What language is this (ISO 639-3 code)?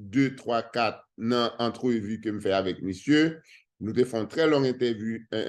hat